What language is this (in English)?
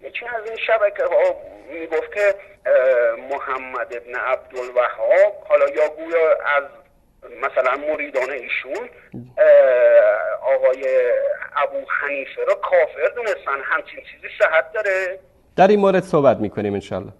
Persian